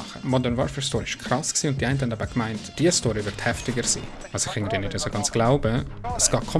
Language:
Swiss German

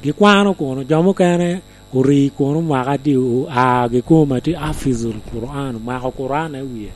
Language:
Lango (Uganda)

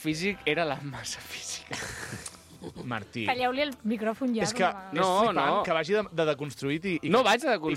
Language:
Catalan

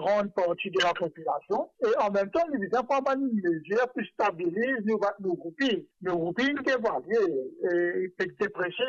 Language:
Morisyen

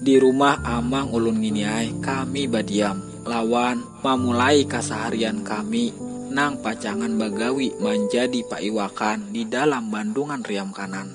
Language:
Banjar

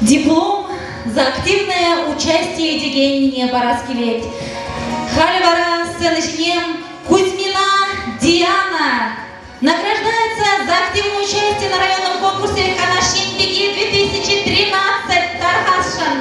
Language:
Chuvash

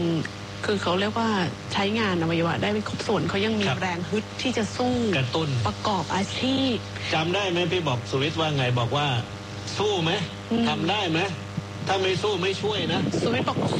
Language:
Thai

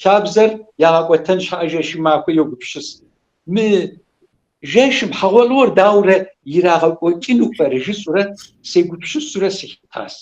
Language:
Kabardian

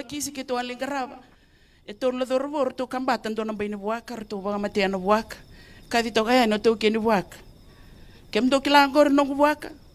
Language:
Fijian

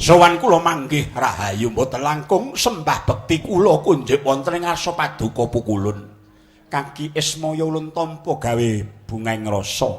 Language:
Javanese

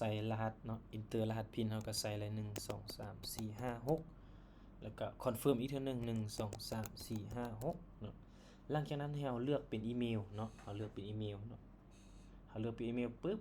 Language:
Lao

